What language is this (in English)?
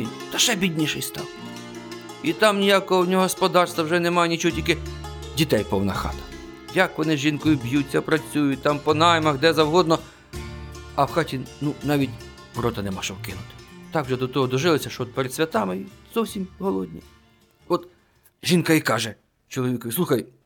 Ukrainian